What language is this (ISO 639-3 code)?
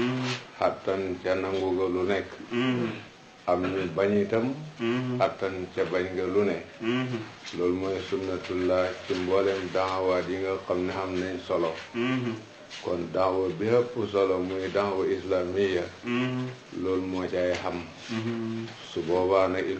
wol